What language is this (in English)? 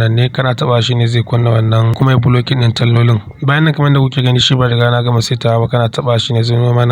Hausa